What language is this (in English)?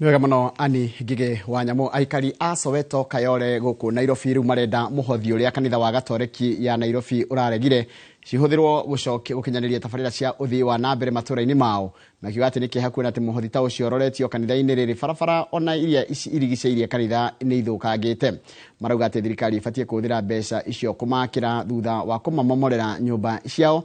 Kikuyu